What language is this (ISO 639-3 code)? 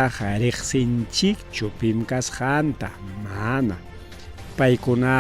quy